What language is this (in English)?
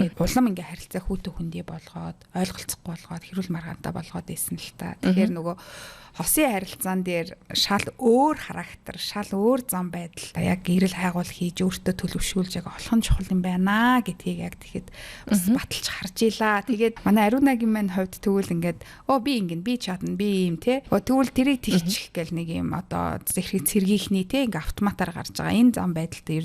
Mongolian